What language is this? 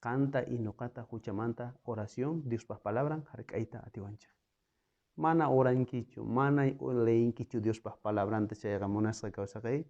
South Bolivian Quechua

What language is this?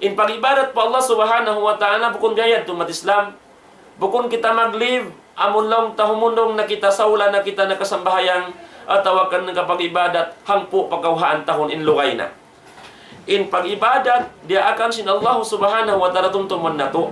Tausug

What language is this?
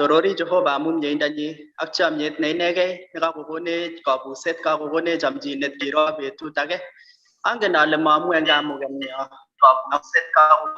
Kalenjin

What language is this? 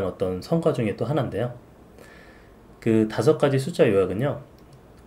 Korean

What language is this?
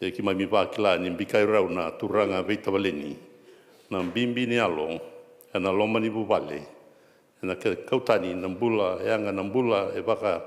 Fijian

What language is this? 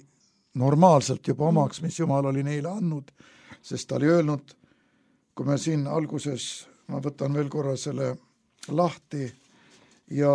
Estonian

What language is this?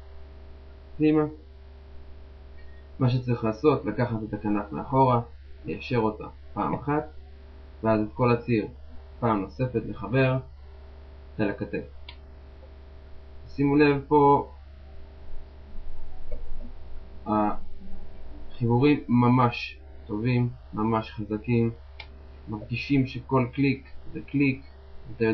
Hebrew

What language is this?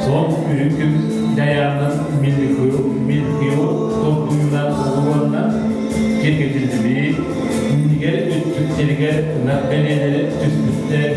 Yakut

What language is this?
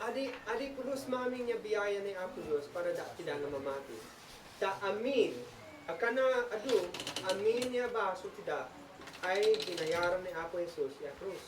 Isnag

